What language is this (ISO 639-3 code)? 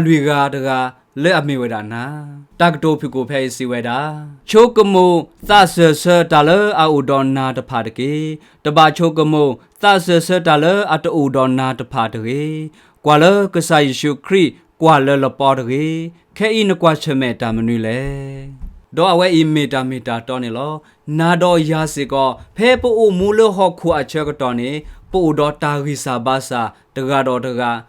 ksw